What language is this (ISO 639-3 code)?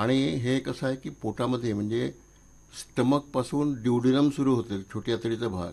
mar